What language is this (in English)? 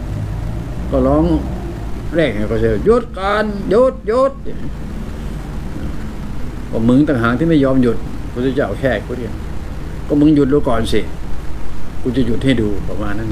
Thai